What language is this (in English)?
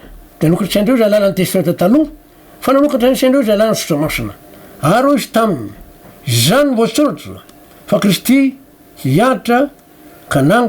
Malagasy